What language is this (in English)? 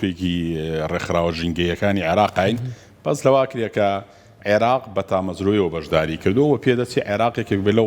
Central Kurdish